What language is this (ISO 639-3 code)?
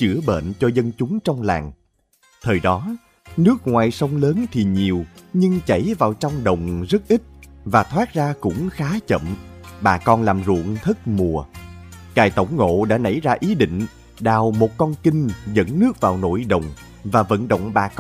vie